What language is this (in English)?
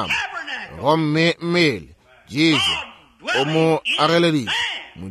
Northern Sotho